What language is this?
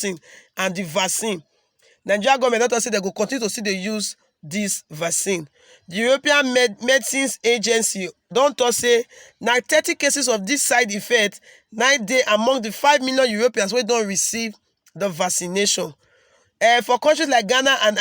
Nigerian Pidgin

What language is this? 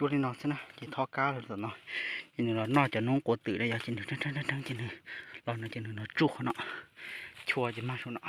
Hmong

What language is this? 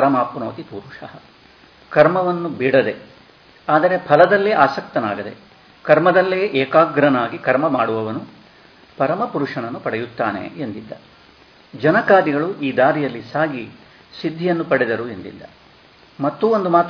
Kannada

